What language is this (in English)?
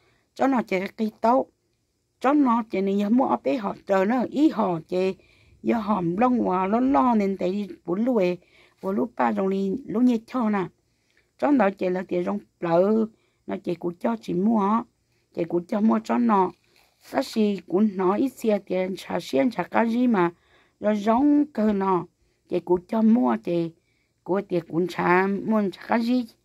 Hmong